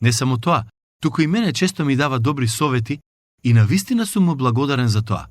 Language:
Macedonian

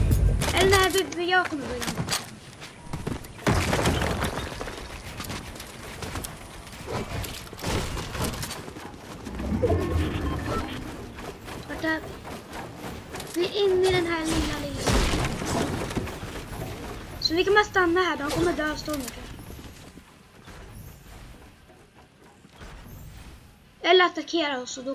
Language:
Swedish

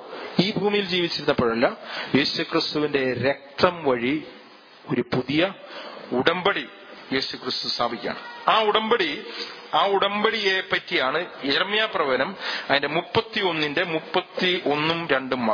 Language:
Malayalam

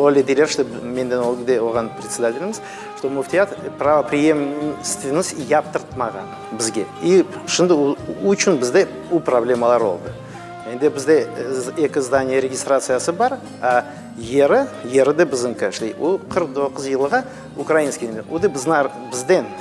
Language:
Crimean Tatar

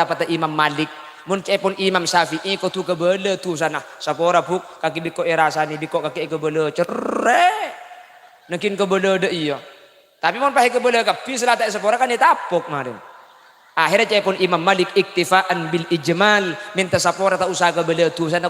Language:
Madurese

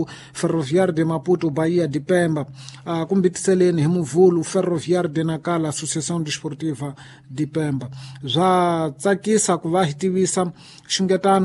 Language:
Tsonga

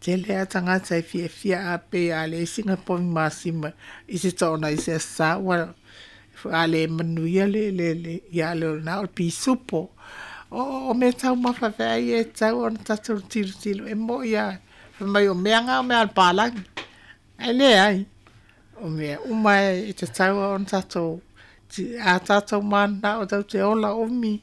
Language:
Samoan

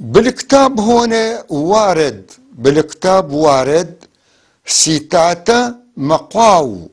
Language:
North Levantine Arabic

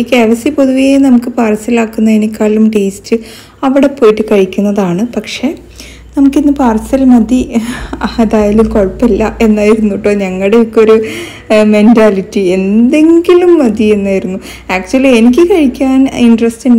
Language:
Malayalam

